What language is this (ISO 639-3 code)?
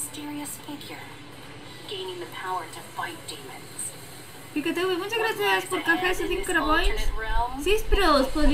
spa